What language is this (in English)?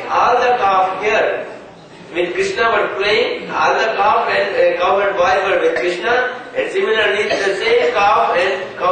English